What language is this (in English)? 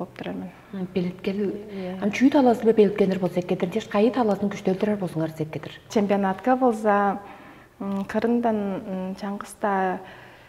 Tuvinian